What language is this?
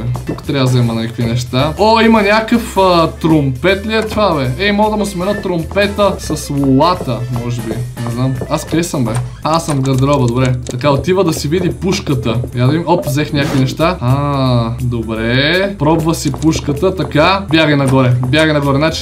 Bulgarian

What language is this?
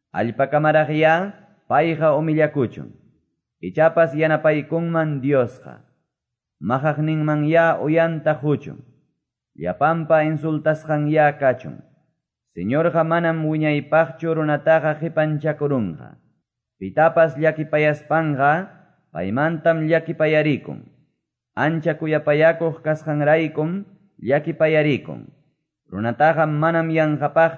Quechua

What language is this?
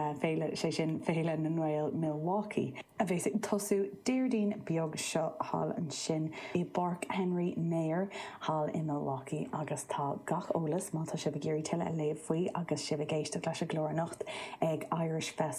Irish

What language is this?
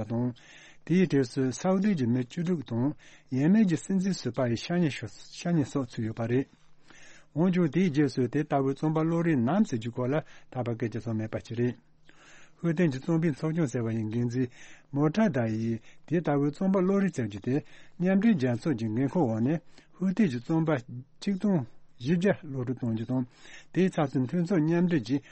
Tibetan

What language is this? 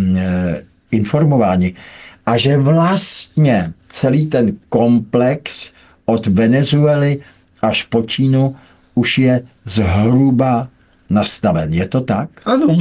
Czech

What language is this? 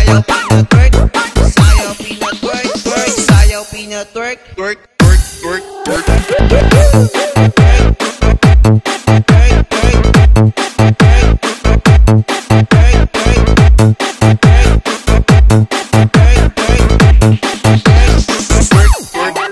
Filipino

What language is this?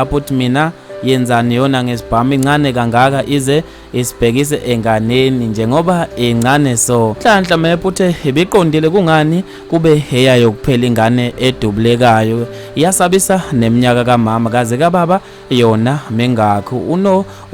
Zulu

